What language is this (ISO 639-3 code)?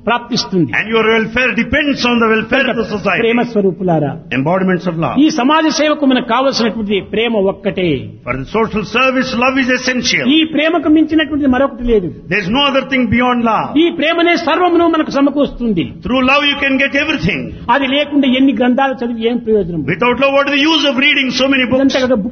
tel